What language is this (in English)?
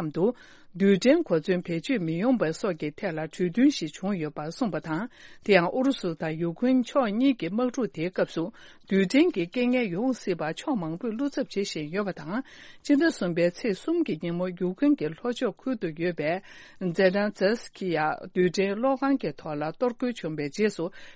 Tibetan